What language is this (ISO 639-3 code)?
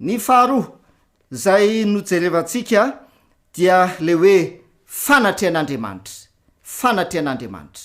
mlg